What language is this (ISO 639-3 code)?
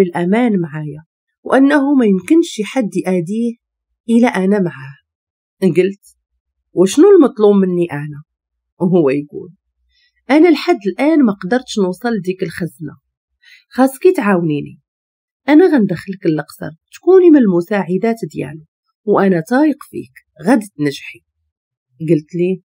ary